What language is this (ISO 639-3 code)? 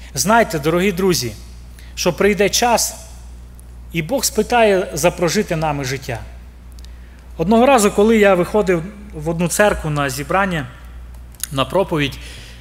ukr